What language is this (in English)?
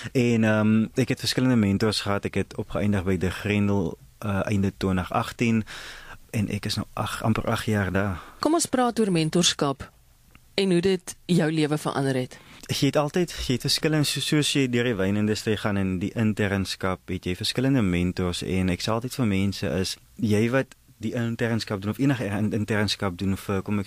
Afrikaans